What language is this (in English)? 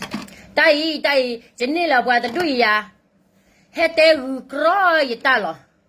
S'gaw Karen